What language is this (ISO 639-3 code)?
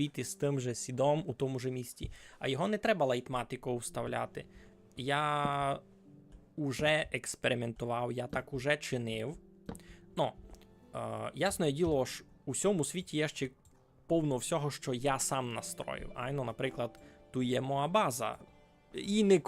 rue